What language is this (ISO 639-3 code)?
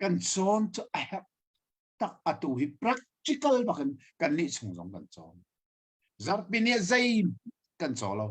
cnh